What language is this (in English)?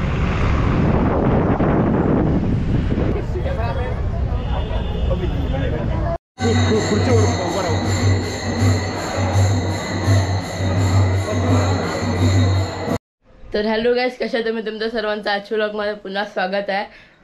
Marathi